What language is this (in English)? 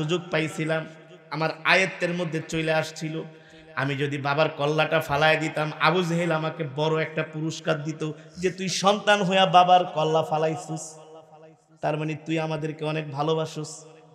Bangla